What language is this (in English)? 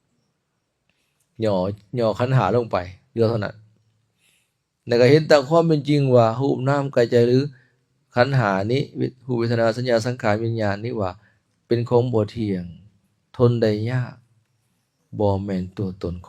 Lao